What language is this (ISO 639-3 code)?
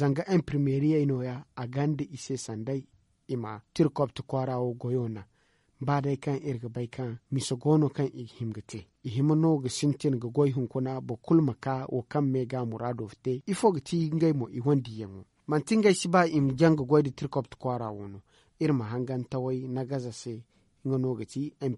dje